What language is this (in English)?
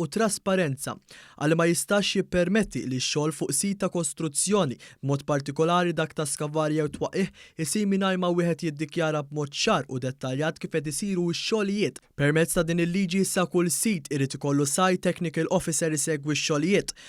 Maltese